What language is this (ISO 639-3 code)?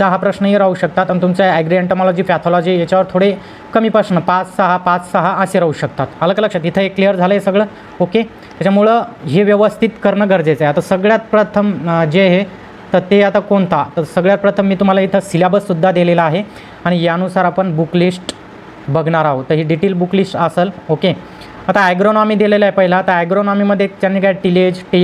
mar